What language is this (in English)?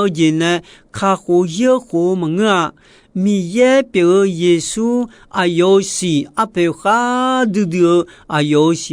Akha